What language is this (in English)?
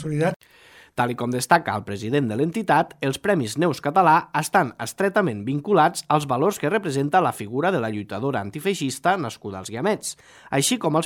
Catalan